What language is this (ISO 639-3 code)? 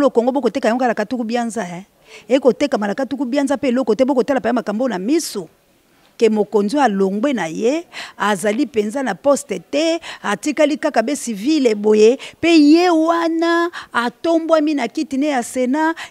lin